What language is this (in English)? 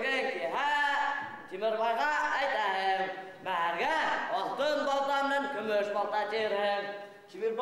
Bashkir